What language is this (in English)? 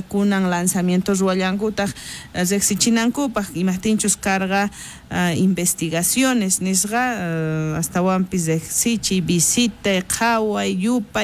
South Bolivian Quechua